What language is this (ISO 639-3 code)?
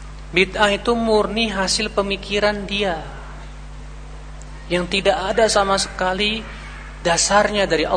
ind